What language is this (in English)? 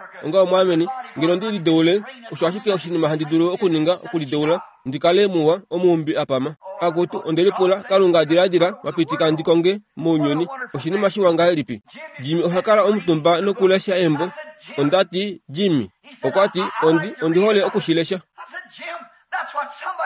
Kuanyama